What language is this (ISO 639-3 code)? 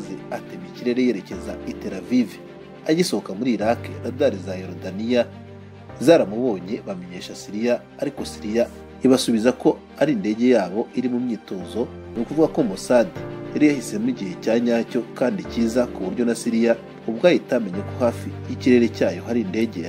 kin